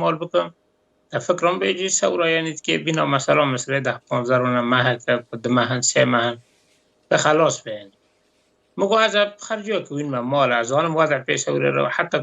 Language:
Kurdish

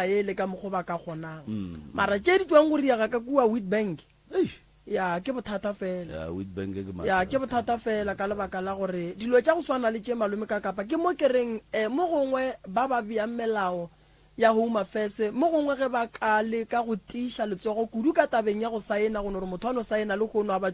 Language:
Northern Sotho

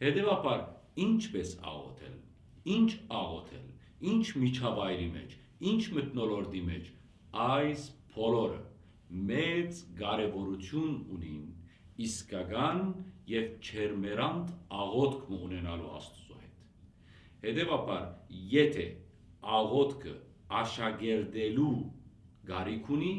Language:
Western Armenian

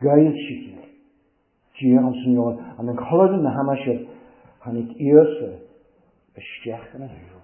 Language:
Welsh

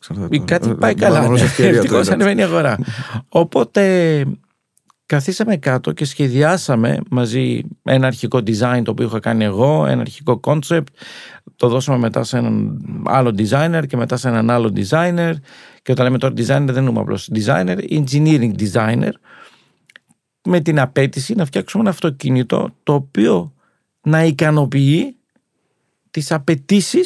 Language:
Greek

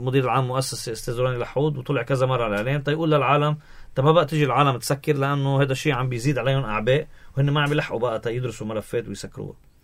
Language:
North Levantine Arabic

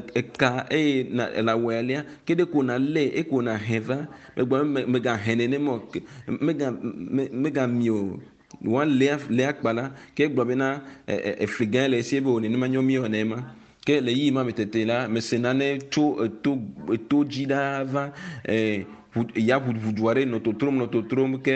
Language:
Ewe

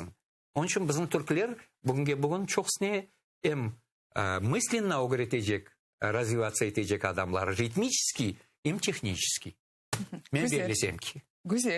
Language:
Crimean Tatar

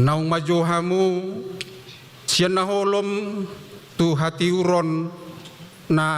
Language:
Batak Toba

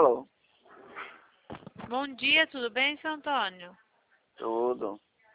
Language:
Portuguese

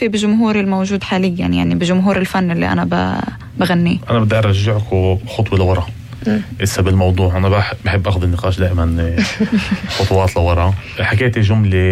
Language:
North Levantine Arabic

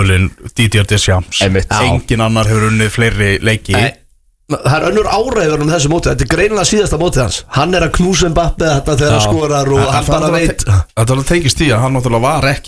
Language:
Icelandic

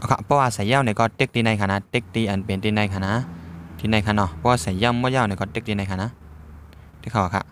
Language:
Shan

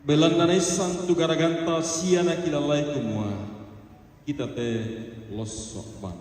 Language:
Toraja-Sa'dan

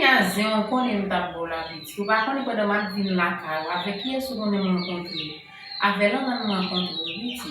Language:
Haitian Creole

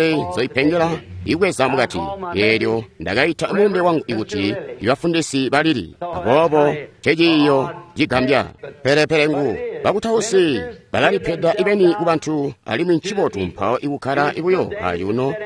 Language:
Tonga (Zambia)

